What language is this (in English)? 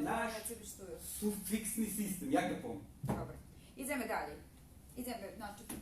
Rusyn